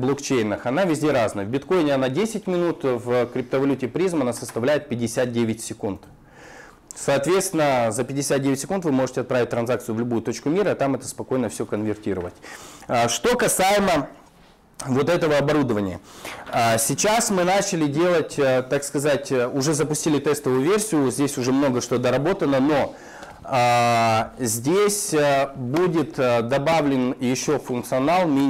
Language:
Russian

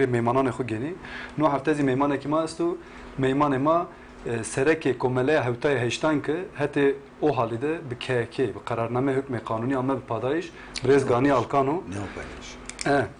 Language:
Zaza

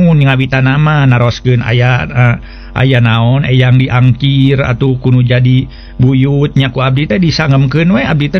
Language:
Sundanese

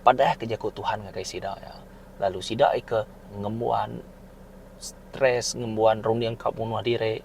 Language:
Iban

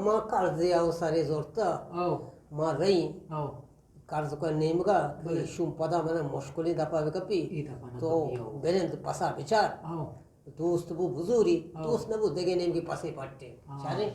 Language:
Eastern Balochi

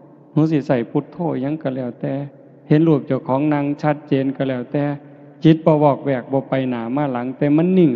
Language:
Northeastern Thai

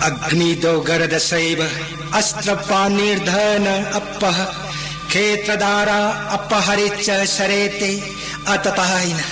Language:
Manipuri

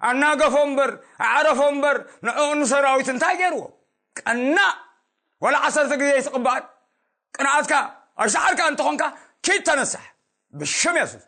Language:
Tigrinya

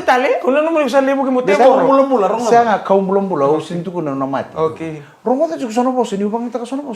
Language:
Fijian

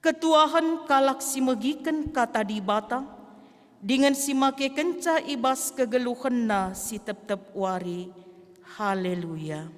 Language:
Batak Karo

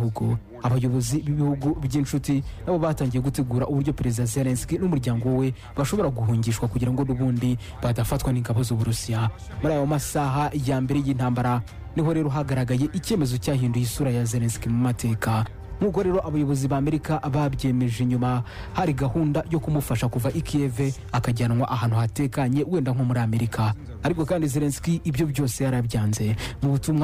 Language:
Kinyarwanda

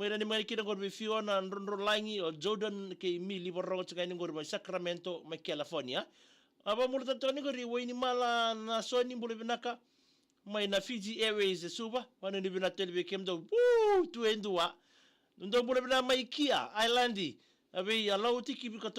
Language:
Fijian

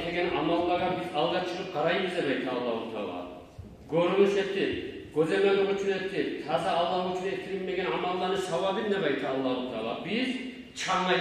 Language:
Kumyk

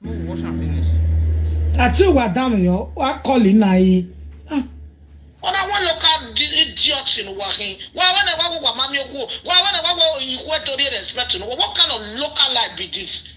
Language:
Nigerian Pidgin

